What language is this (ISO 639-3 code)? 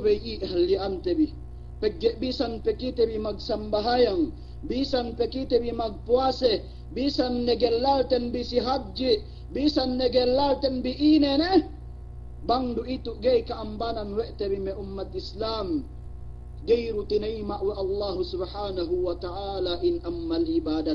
yka